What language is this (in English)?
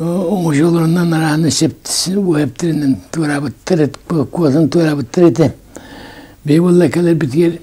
Yakut